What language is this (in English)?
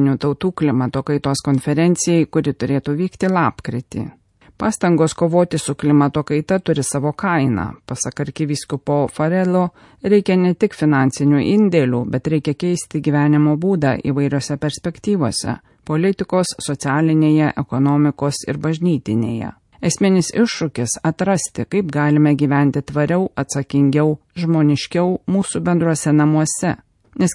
Lithuanian